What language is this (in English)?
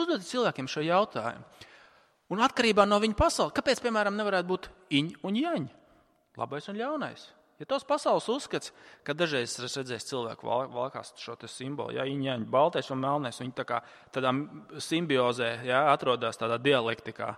Latvian